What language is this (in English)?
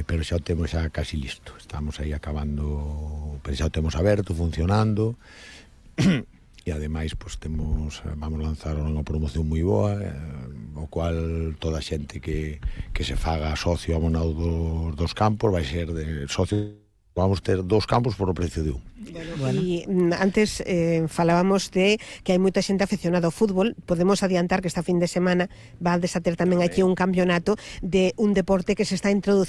Galician